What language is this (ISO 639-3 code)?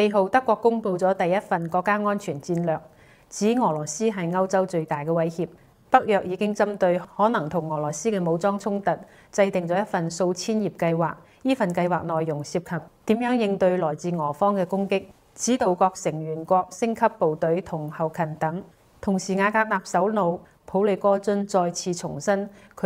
yue